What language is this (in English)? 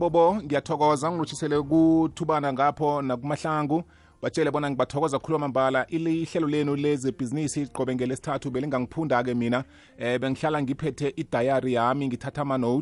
South Ndebele